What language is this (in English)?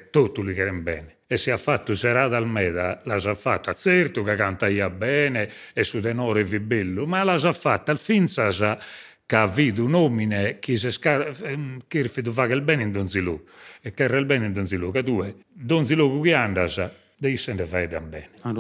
Sardinian